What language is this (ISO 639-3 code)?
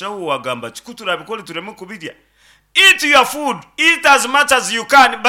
nyn